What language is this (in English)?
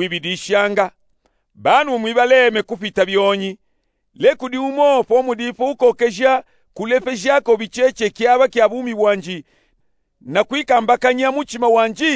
Luba-Katanga